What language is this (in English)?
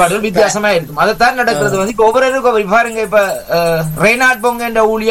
Tamil